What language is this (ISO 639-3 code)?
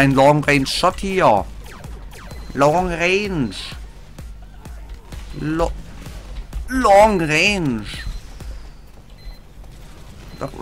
deu